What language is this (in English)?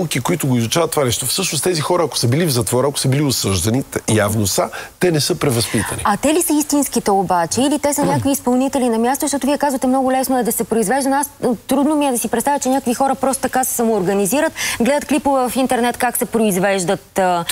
Bulgarian